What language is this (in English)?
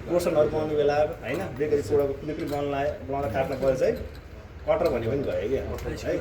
Nepali